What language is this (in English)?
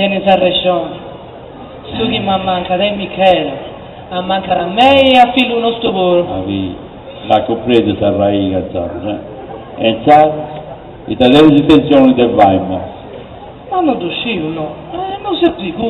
Sardinian